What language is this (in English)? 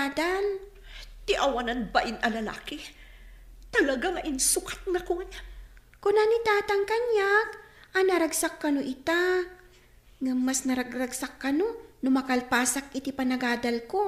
Iloko